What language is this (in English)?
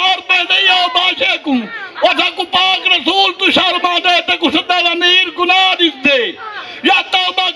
Saraiki